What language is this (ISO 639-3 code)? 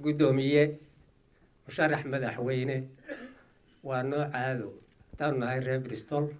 som